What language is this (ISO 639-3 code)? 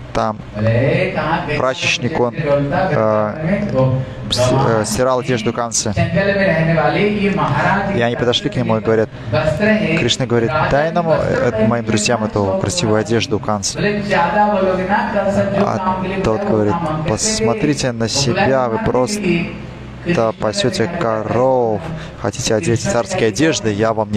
rus